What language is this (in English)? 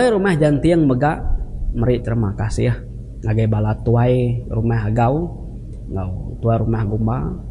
Iban